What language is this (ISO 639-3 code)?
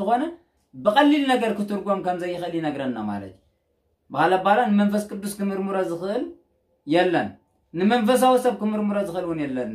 tir